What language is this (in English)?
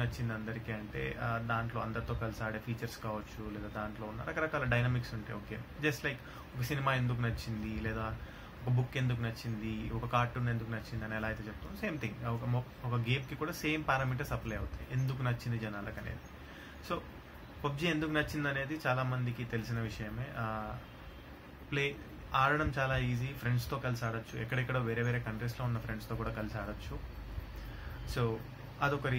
Telugu